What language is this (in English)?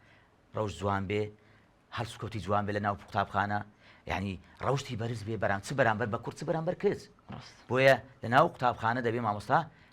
Central Kurdish